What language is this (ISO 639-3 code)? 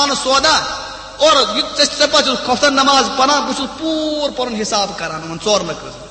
kas